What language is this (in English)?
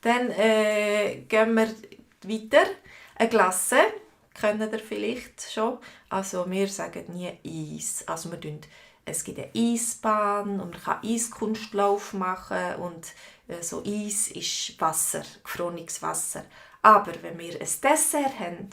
Swiss German